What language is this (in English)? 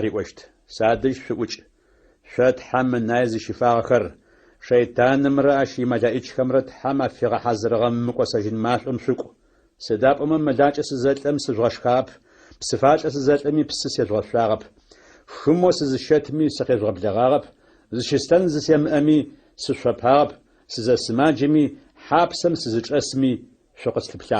Adyghe